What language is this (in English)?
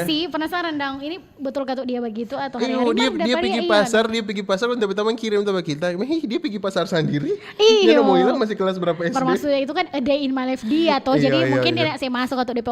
Manado Malay